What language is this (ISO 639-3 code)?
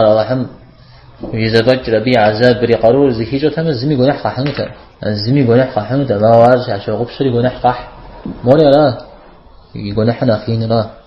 kbd